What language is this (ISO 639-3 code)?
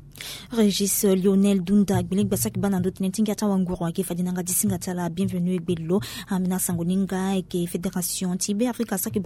sag